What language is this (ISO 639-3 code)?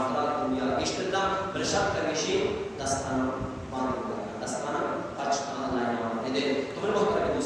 bgp